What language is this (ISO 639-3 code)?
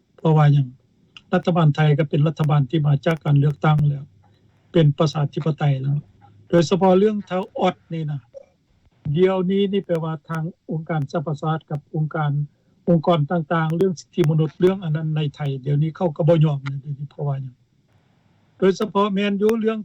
lao